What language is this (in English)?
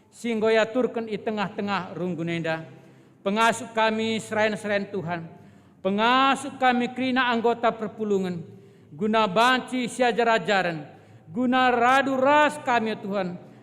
Batak Karo